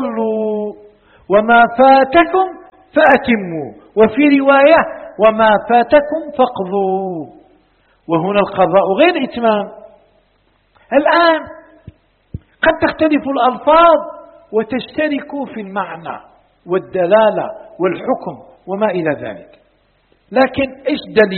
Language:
Arabic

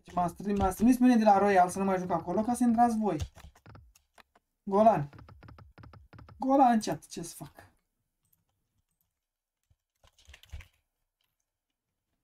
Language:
Romanian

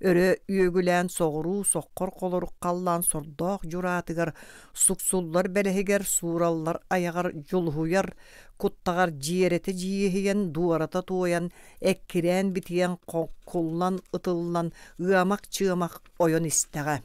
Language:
Yakut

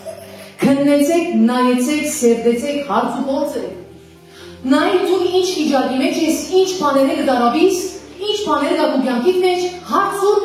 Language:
Western Armenian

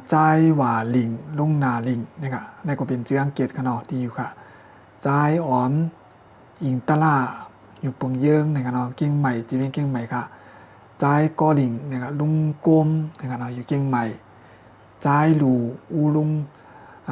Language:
Shan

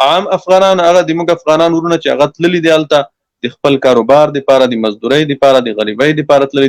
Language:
Pashto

